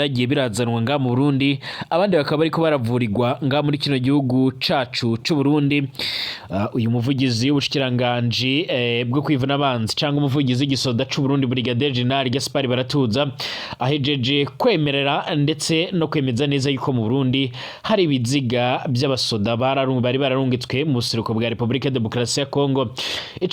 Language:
Rundi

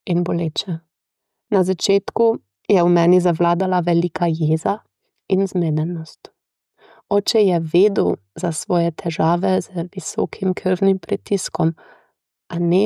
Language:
Slovenian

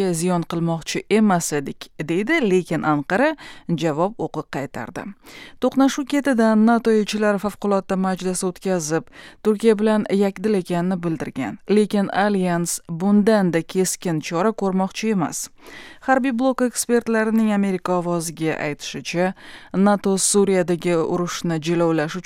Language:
Uzbek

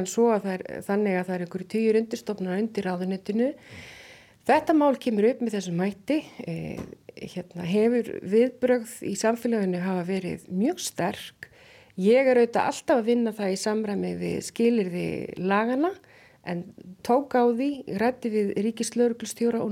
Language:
Icelandic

